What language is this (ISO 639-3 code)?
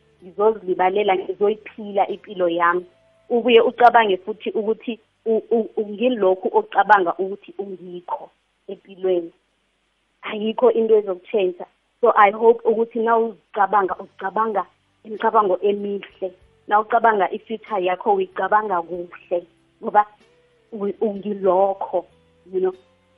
nbl